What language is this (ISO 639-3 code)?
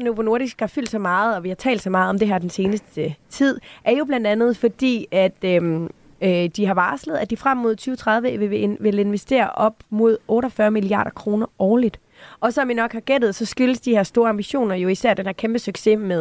dan